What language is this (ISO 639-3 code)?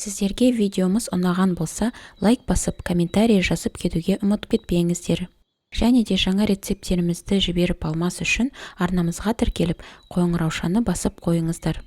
kaz